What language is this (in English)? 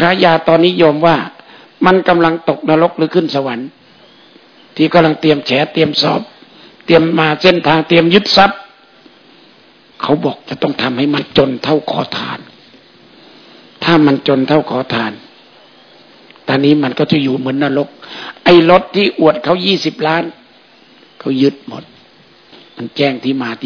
Thai